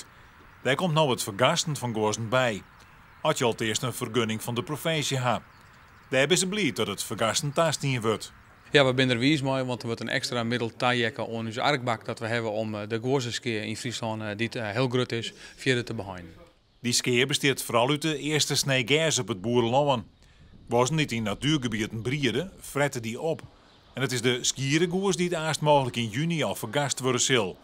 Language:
Western Frisian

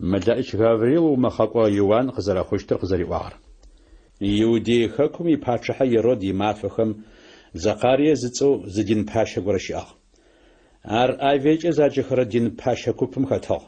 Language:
Adyghe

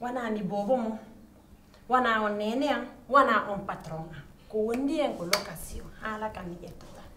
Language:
Pular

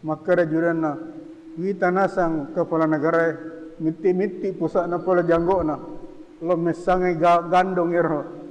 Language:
Buginese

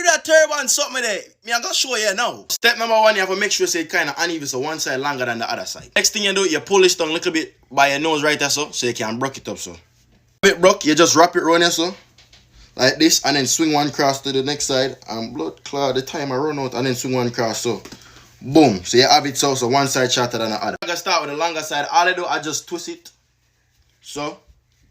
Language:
Jamaican Creole English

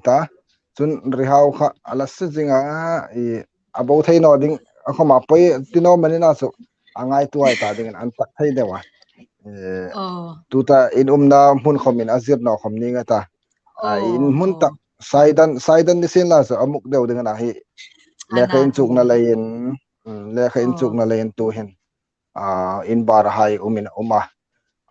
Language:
Hmar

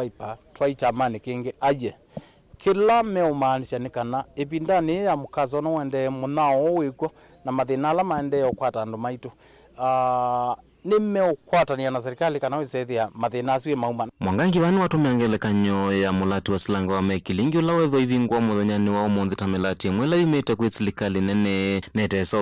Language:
Kamba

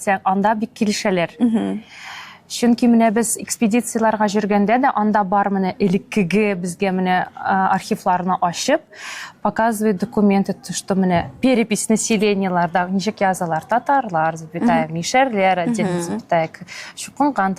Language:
Tatar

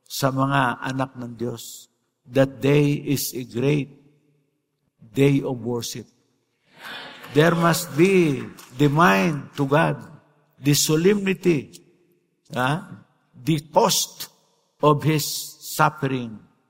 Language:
Filipino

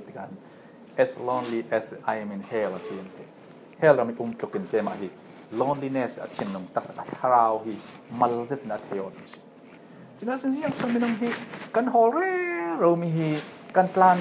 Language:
Falam Chin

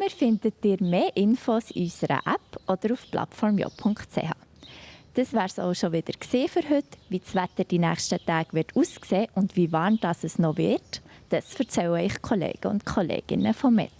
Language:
Swiss German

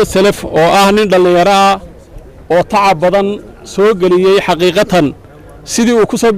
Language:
Somali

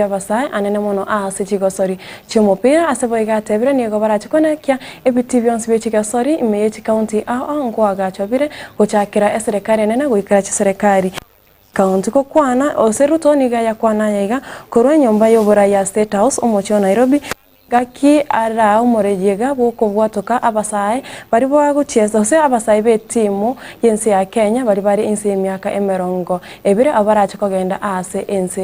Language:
Gusii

